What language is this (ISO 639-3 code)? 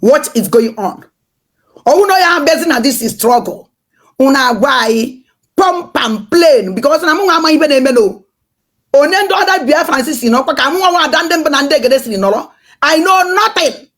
ibo